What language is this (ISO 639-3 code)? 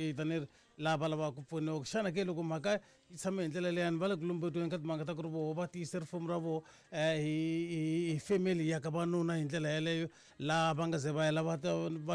tso